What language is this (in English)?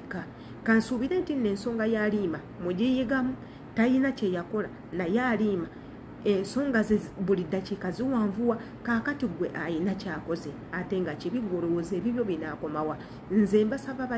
Ganda